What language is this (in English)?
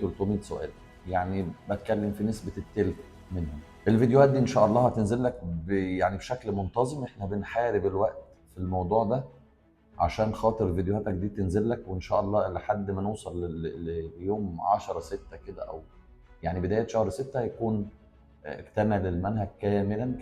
Egyptian Arabic